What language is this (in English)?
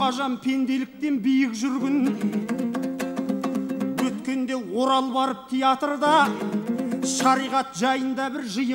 Kazakh